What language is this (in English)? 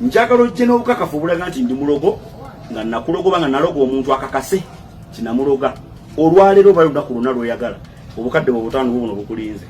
Ganda